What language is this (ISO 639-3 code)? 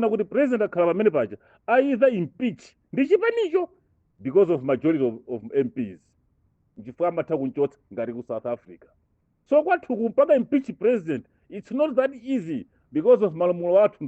nya